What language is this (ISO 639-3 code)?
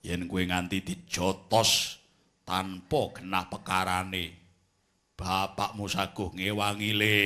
jav